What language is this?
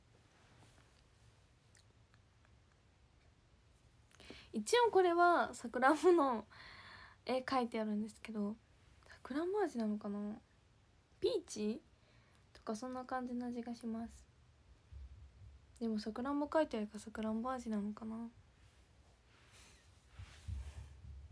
Japanese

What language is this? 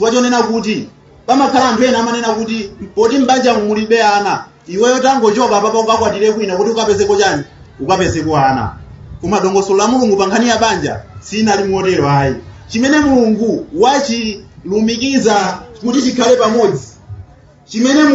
Nyanja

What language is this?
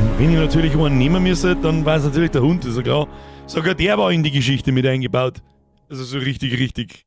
Bavarian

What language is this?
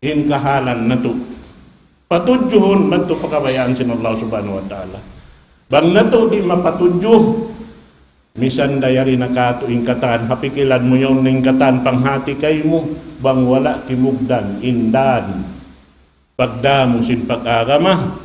Tausug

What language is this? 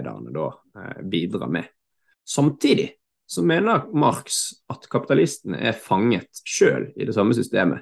Norwegian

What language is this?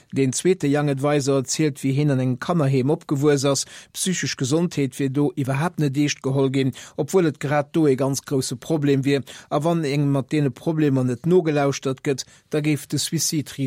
Luxembourgish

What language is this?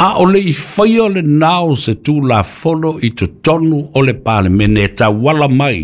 Samoan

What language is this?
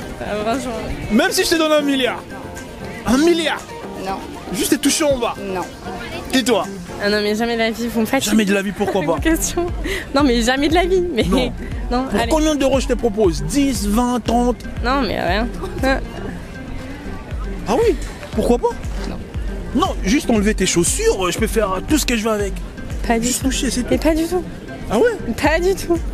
French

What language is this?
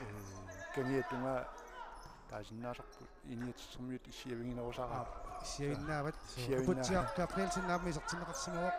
Kalaallisut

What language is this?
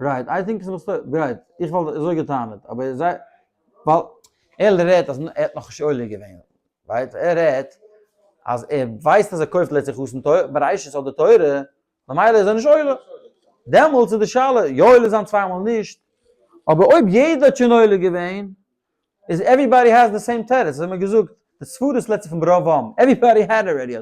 Yiddish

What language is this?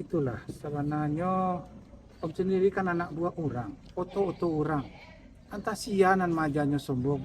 Minangkabau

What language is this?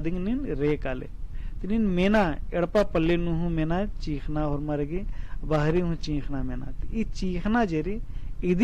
Kurukh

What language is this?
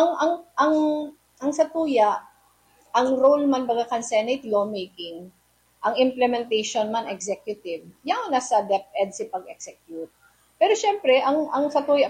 Bikol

